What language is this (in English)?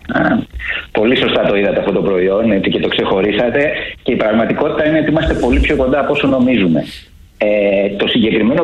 Greek